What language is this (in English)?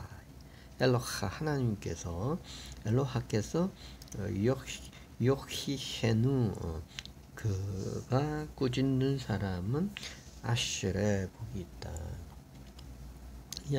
Korean